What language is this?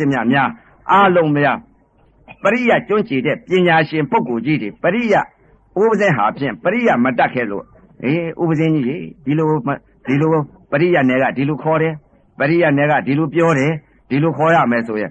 Burmese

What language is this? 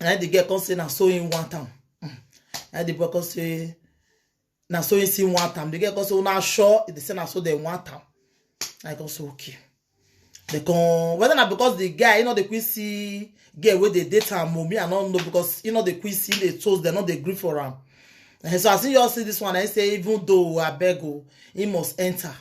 Nigerian Pidgin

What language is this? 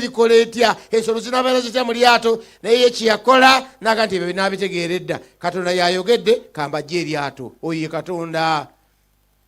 Ganda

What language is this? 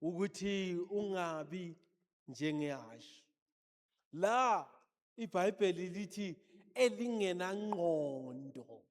Zulu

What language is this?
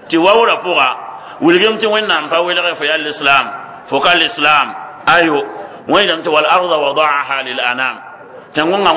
Mossi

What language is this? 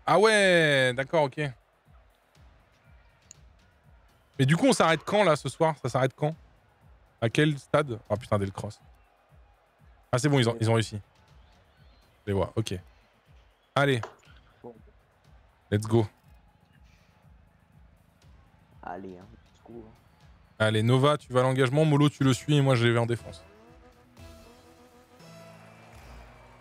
French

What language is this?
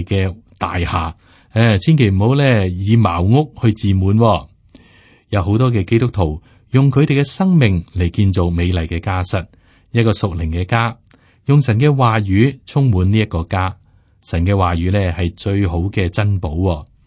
Cantonese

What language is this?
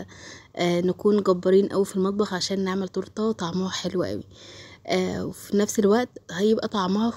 Egyptian Arabic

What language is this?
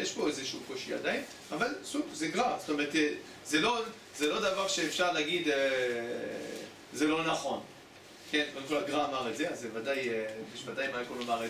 Hebrew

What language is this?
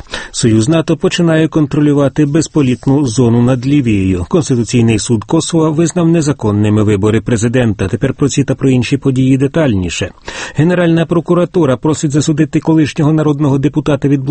Ukrainian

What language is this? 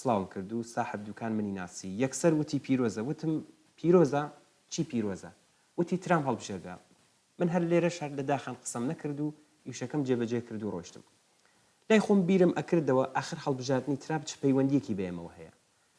Central Kurdish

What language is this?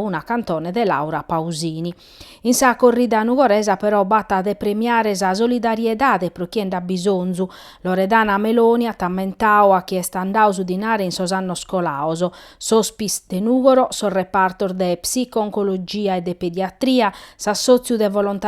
Sardinian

